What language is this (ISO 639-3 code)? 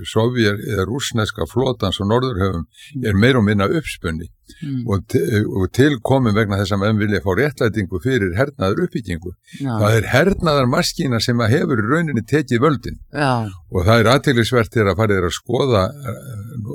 isl